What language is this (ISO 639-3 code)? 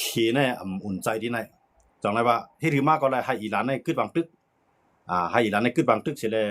shn